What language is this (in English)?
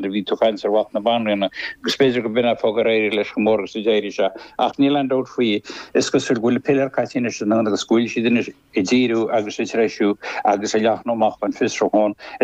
Irish